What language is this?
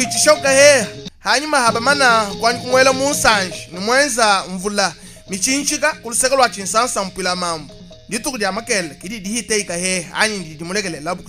Luba-Lulua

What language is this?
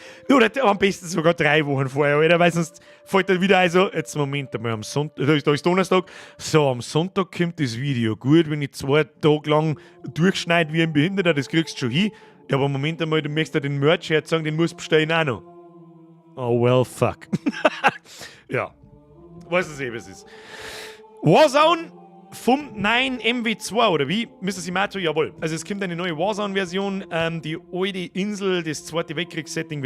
Bavarian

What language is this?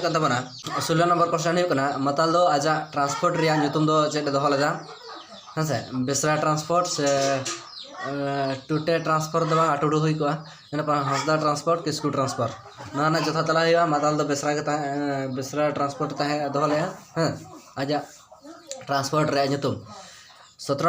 Santali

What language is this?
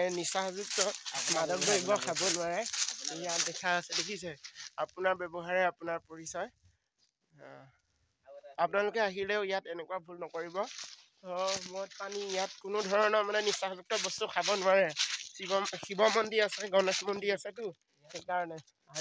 Assamese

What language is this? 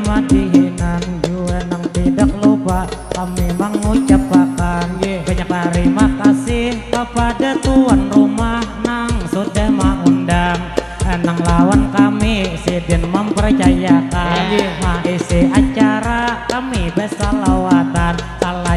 Banjar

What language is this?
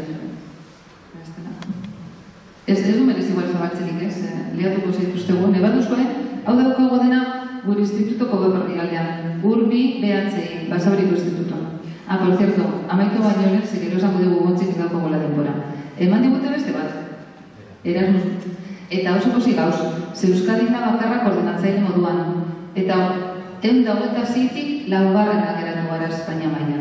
Basque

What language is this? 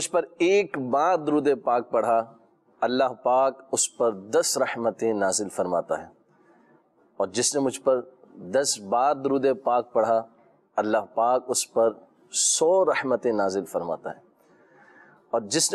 Urdu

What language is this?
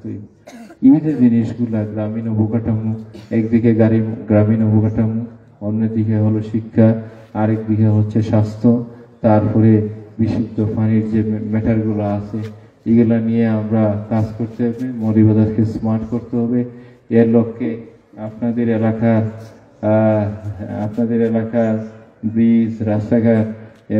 Sylheti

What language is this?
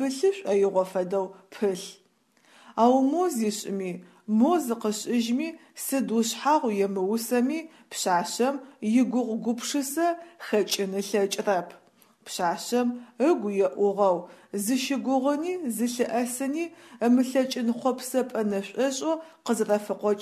Adyghe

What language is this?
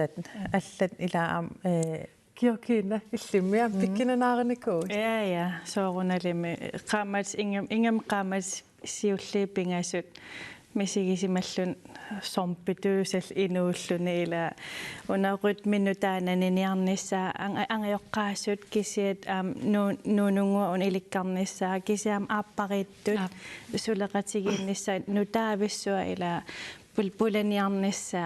Kalaallisut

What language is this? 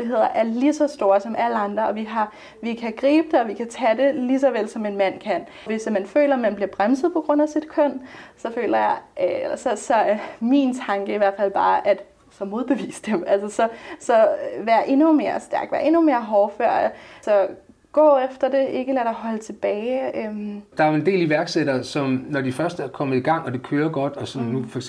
Danish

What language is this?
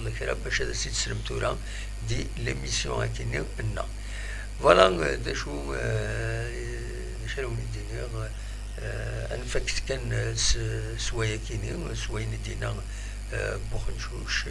Kabyle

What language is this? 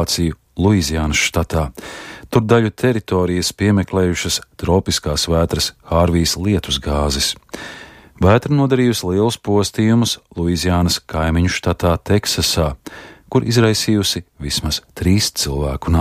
Latvian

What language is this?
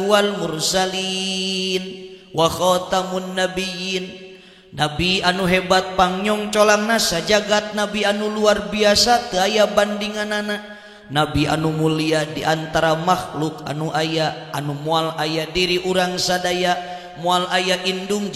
Sundanese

